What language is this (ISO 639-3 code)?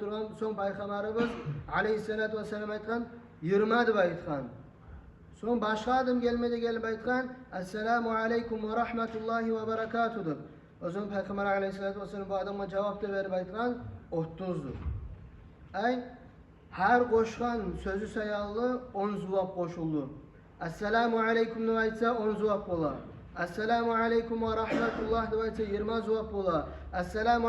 kum